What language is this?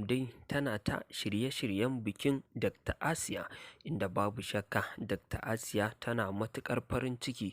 Hausa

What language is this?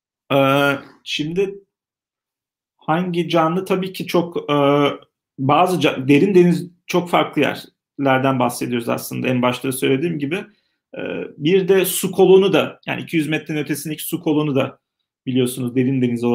Turkish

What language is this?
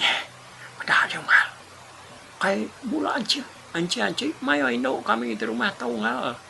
Iban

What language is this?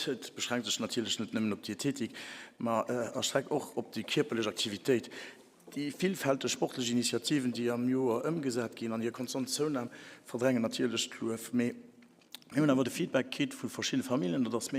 Luxembourgish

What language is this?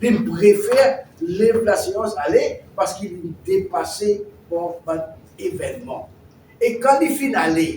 Morisyen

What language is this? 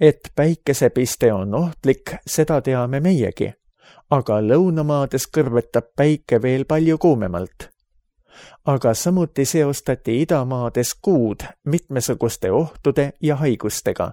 Estonian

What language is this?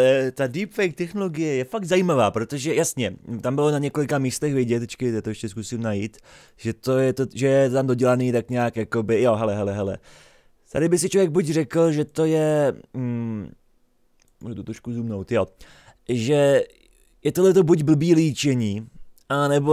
Czech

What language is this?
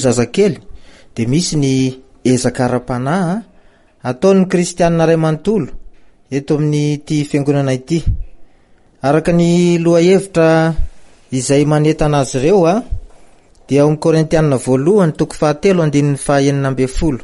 Malagasy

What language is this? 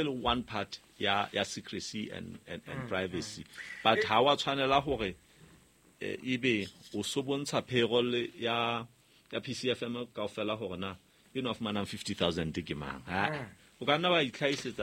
Southern Sotho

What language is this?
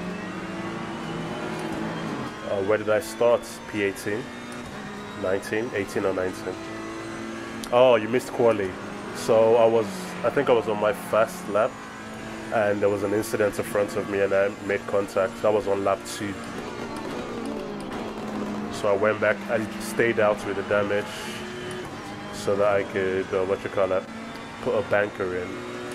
English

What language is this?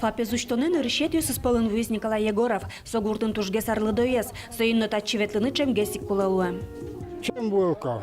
Udmurt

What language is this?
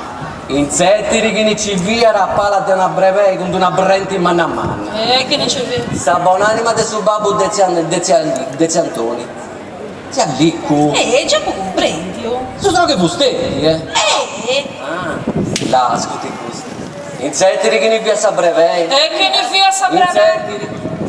Sardinian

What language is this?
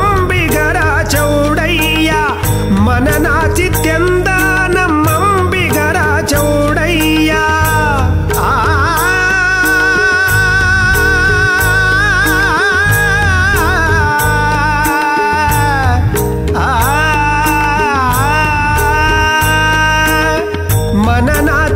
Kannada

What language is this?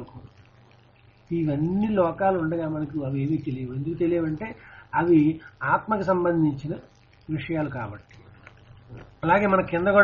Telugu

